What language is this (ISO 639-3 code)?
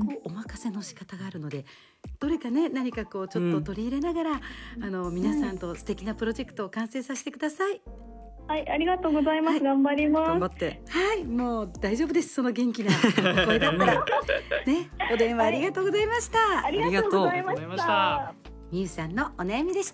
jpn